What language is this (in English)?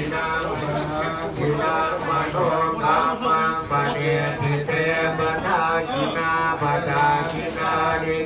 Pali